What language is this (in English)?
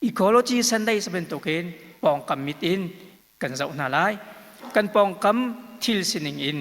Hakha Chin